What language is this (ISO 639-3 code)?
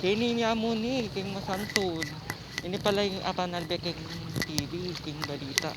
pam